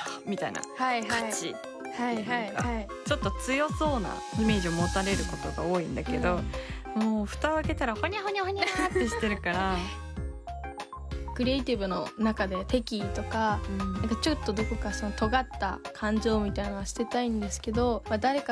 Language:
Japanese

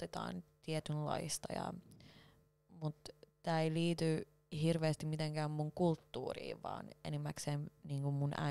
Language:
Finnish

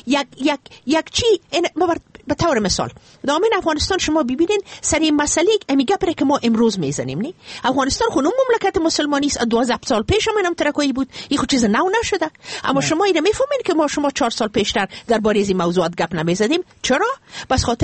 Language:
Persian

